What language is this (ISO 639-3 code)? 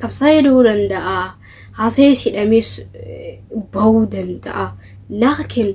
orm